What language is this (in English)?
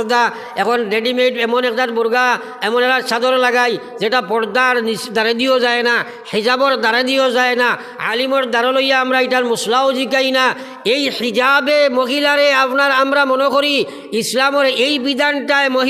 Sylheti